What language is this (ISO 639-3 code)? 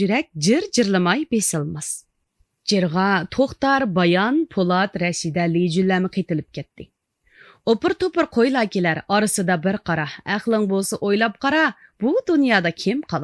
uig